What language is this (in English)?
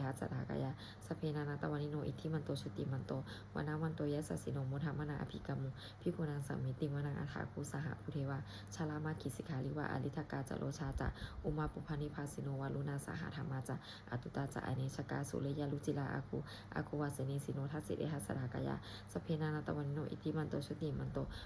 Pali